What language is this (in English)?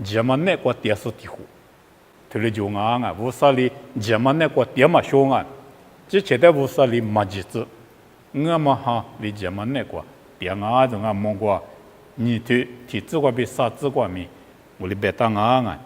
Lisu